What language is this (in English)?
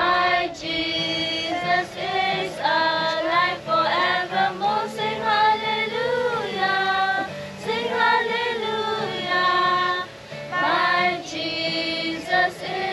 S'gaw Karen